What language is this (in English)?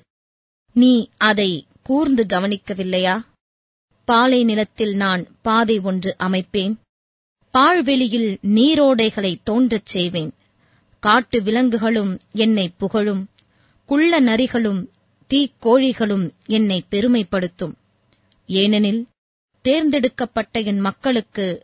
Tamil